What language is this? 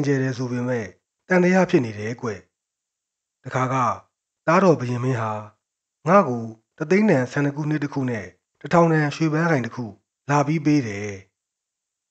Burmese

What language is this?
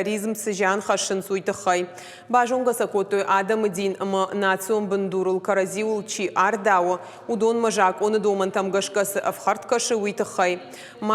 Ossetic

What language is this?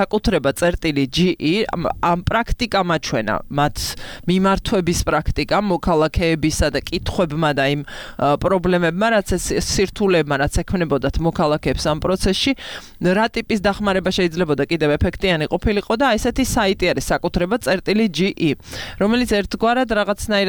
Georgian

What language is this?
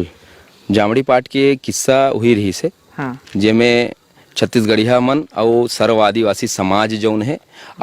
Chhattisgarhi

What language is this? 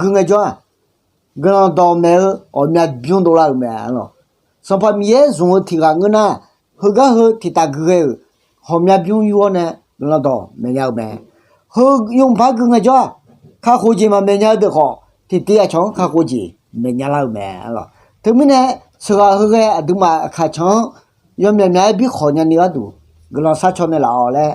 Akha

